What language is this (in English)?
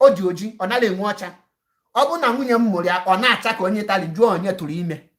Igbo